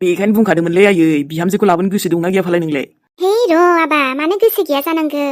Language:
Bodo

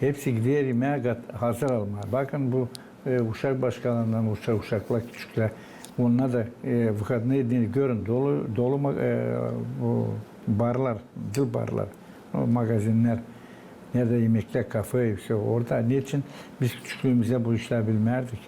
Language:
Gagauz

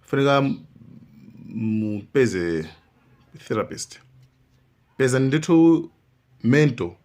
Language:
Nyanja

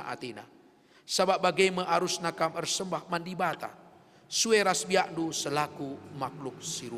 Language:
Batak Karo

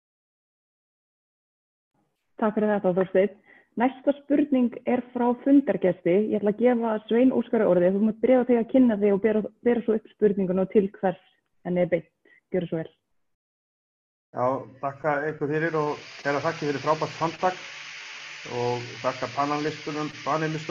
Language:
Icelandic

